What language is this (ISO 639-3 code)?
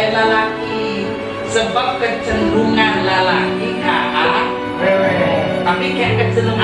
sun